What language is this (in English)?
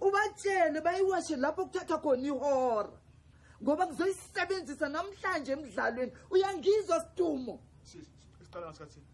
Zulu